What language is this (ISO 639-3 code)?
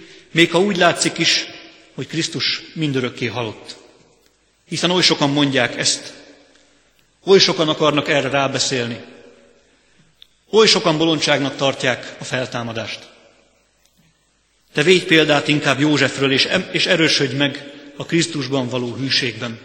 hun